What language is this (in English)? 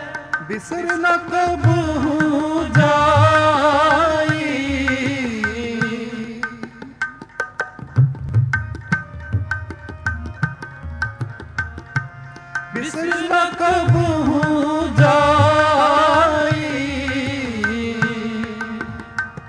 Punjabi